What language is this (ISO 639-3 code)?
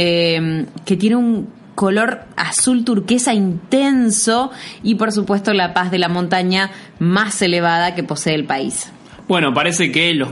spa